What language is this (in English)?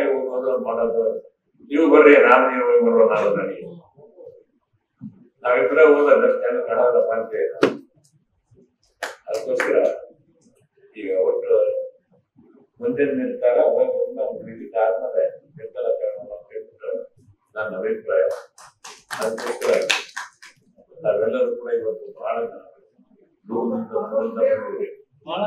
Kannada